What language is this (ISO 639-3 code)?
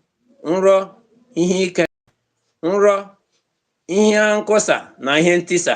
ibo